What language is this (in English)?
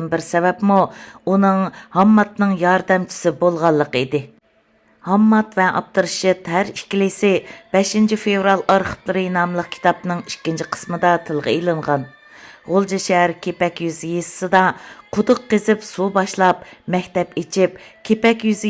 Uyghur